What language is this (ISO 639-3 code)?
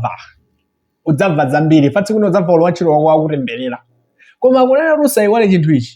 nya